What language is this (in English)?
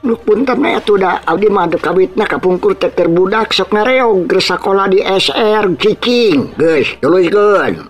Sundanese